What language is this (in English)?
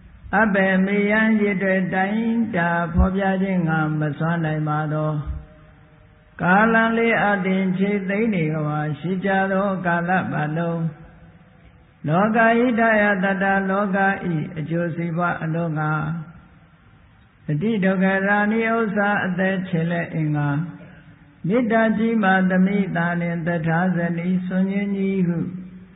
Burmese